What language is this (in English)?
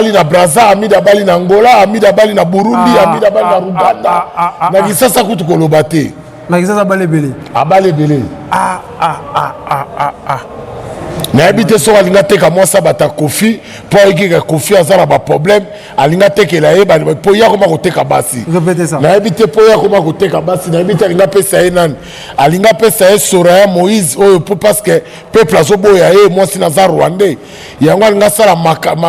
Lingala